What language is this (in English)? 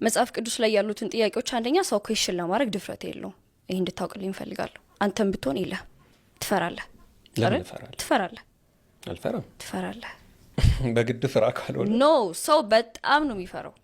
Amharic